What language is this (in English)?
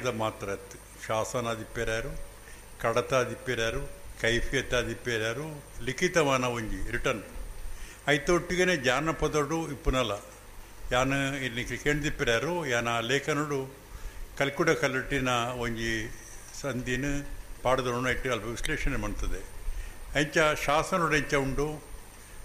Tulu